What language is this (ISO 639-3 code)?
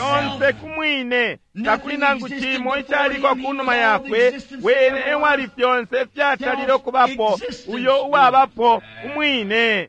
bem